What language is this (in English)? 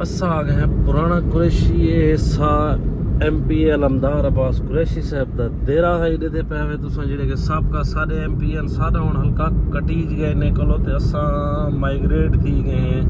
Saraiki